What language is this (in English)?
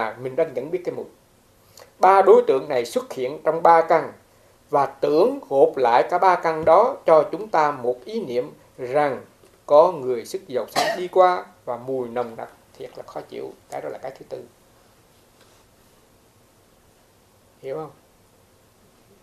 Vietnamese